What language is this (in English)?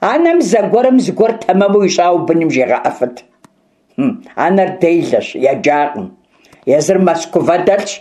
Kabardian